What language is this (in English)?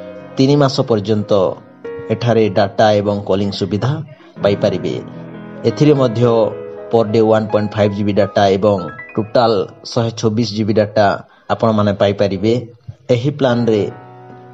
Odia